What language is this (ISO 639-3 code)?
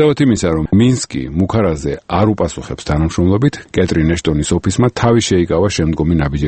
kat